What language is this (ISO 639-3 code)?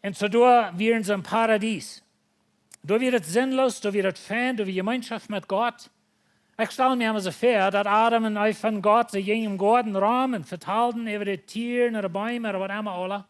pdt